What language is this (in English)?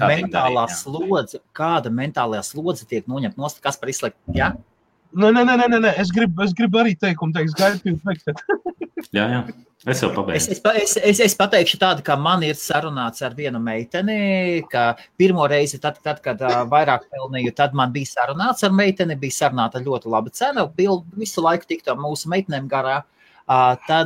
Latvian